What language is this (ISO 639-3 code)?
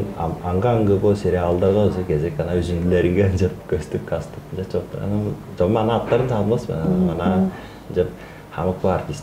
tyv